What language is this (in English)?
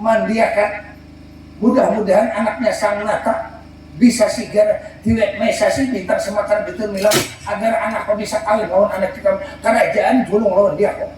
Banjar